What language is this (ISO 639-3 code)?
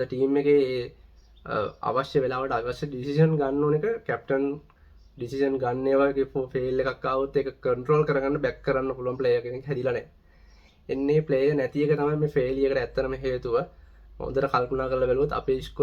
sin